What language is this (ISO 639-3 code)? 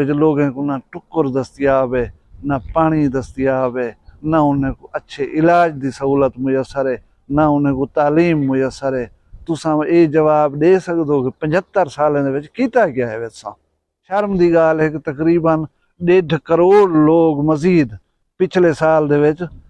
skr